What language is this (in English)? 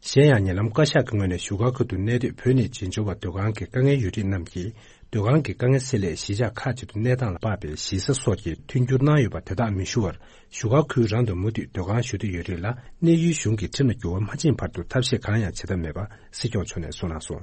Tibetan